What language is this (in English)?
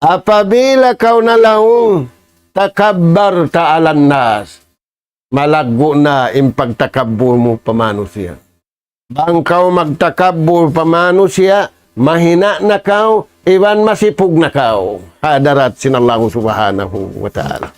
Tausug